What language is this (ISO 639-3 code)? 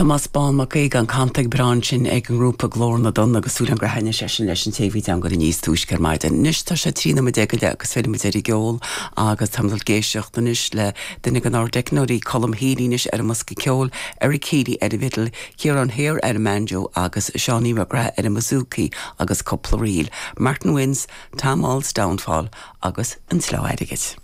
gle